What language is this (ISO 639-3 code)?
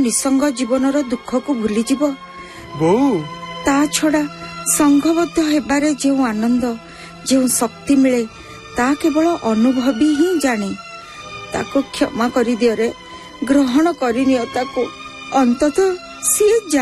ori